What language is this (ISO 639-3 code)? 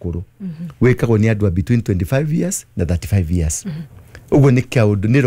kik